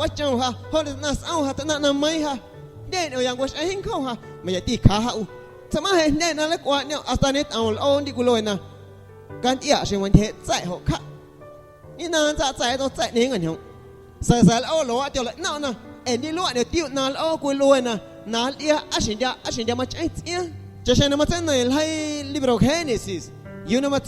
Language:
Guerrero Amuzgo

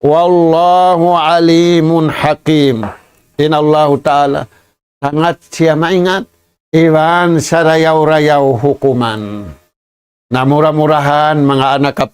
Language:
Tausug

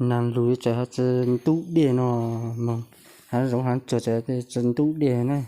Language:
Hmong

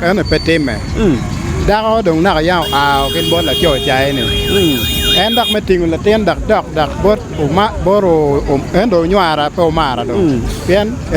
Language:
Acoli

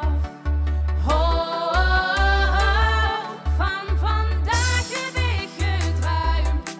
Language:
Limburgish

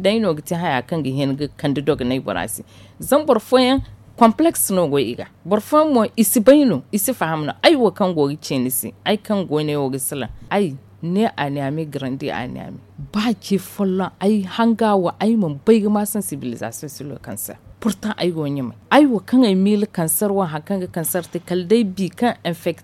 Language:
Zarma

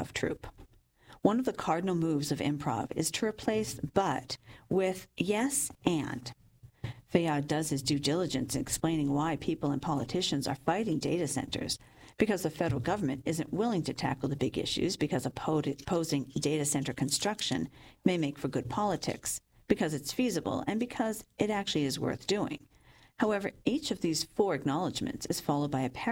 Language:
English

